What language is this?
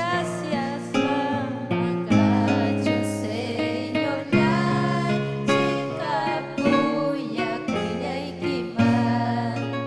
Ayacucho Quechua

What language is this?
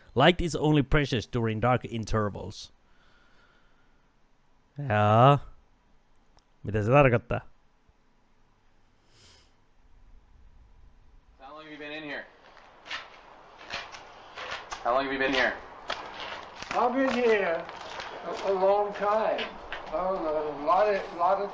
Finnish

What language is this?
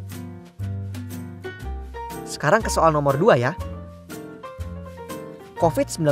Indonesian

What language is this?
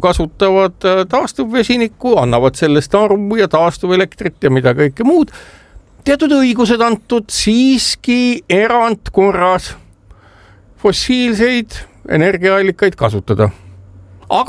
Estonian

